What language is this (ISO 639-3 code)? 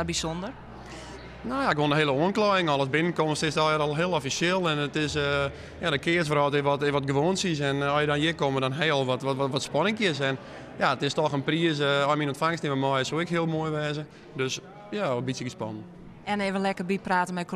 fry